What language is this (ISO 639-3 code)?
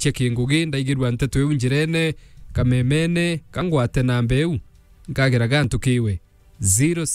mer